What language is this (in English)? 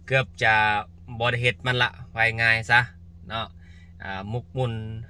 Lao